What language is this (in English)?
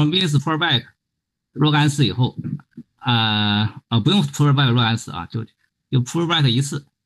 Chinese